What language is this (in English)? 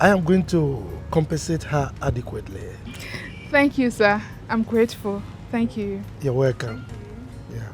Nigerian Pidgin